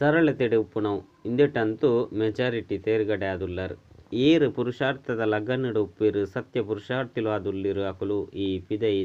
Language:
Tulu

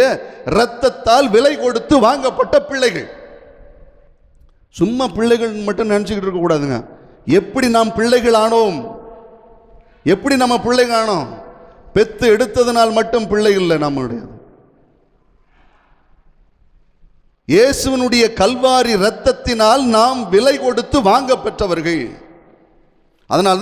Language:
Tamil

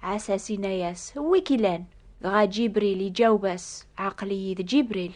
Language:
Kabyle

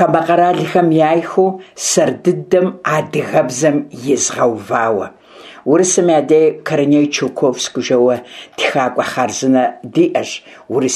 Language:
Kabardian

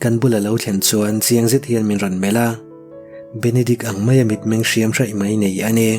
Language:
Mizo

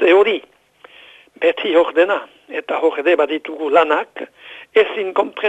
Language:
Basque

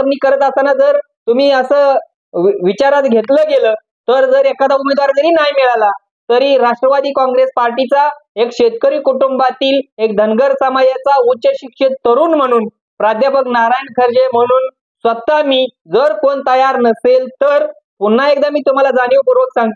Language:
Marathi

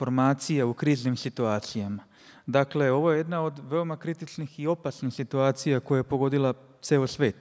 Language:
Serbian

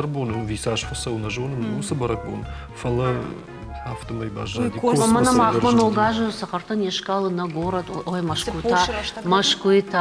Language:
Ossetic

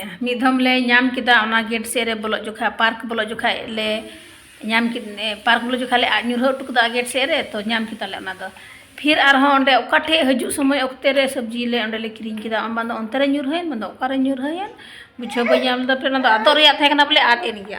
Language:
Santali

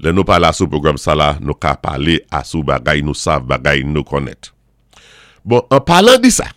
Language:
Saint Lucian Creole French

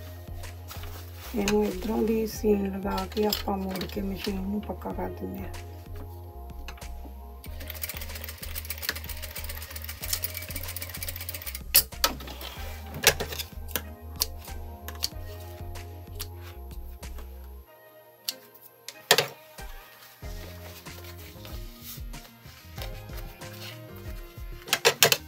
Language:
Punjabi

